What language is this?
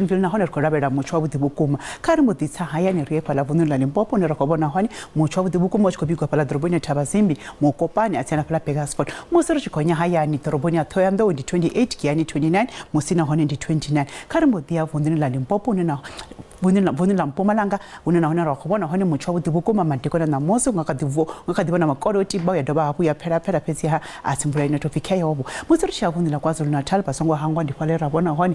Venda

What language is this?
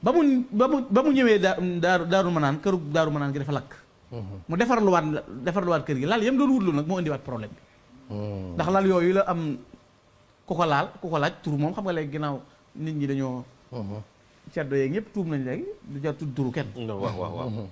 Wolof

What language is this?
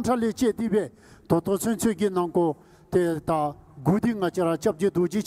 Dzongkha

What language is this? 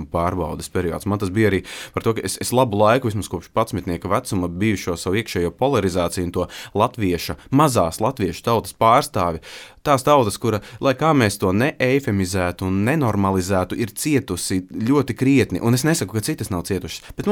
Latvian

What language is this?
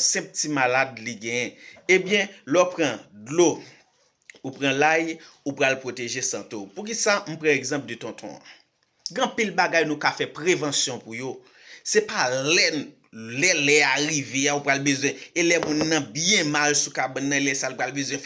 Haitian Creole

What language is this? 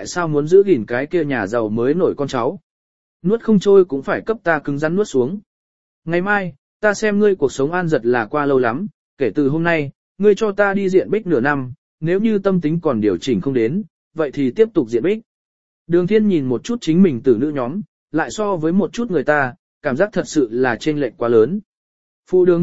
Vietnamese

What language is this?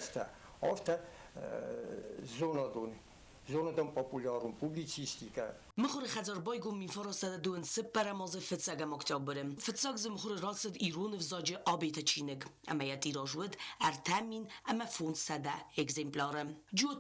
Ossetic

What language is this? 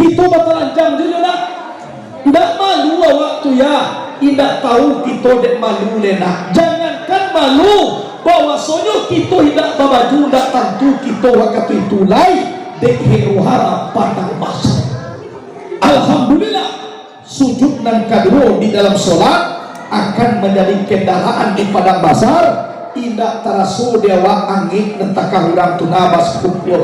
Minangkabau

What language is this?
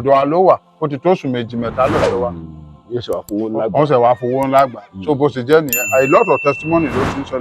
Yoruba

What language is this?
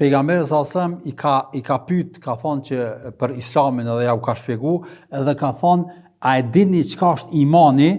Albanian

